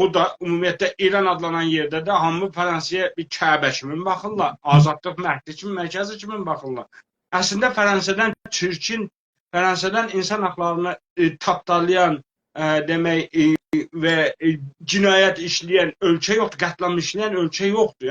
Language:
South Azerbaijani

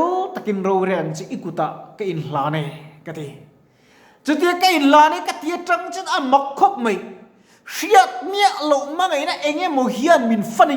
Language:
Mizo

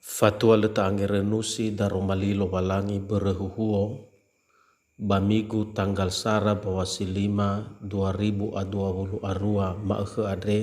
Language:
Nias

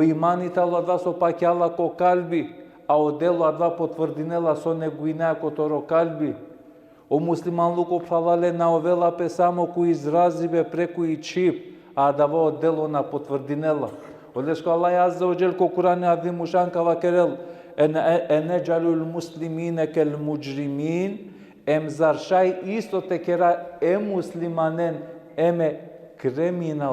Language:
Balkan Romani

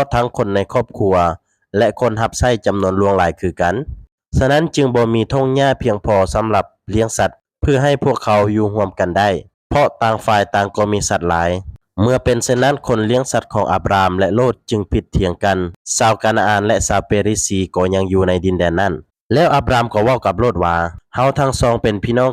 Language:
Lao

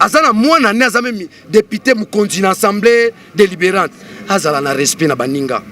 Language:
Lingala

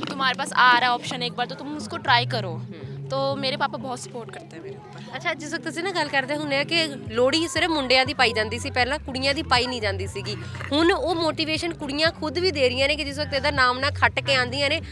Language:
Punjabi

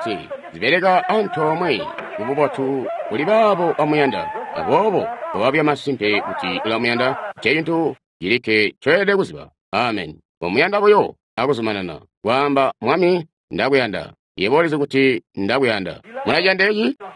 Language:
Tonga (Zambia)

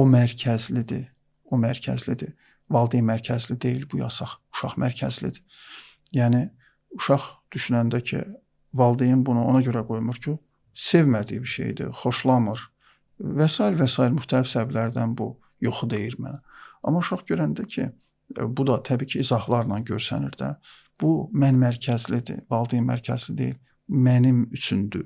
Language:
Azerbaijani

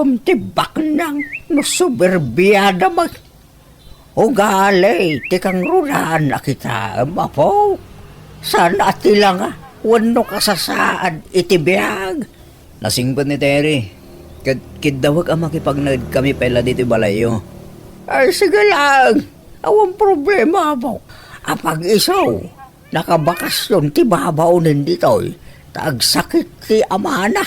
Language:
Iloko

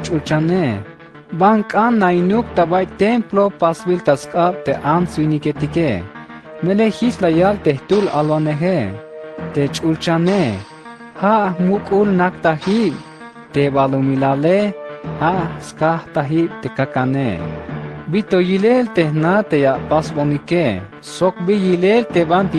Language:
Tzeltal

